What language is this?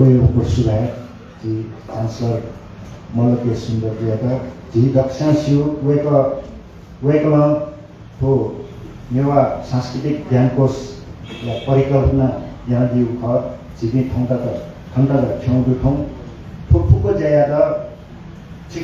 Newari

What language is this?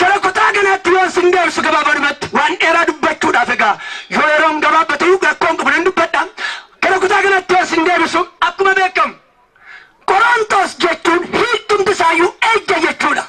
Oromo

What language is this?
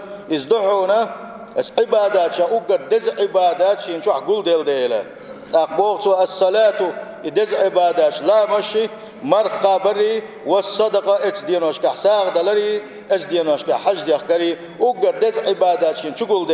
Chechen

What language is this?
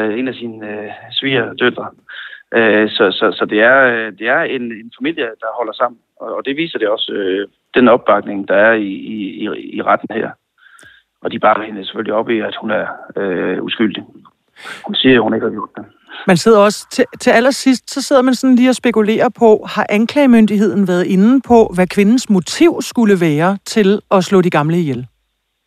Danish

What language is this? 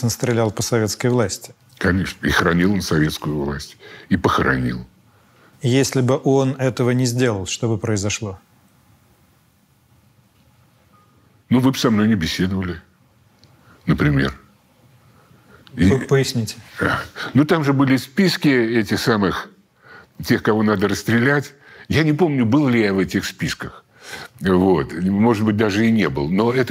Russian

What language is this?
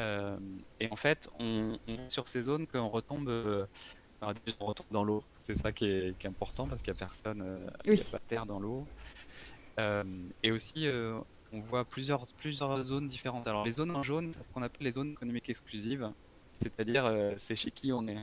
French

